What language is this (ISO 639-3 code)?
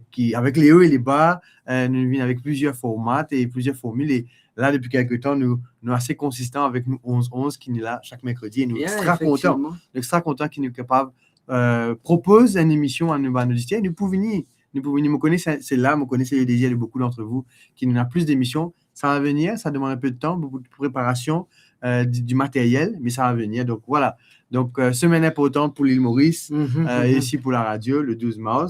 mfe